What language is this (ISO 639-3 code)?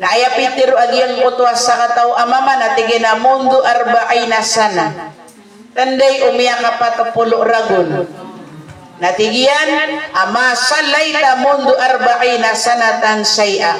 mrw